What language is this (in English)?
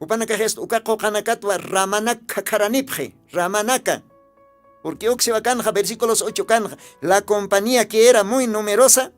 Aymara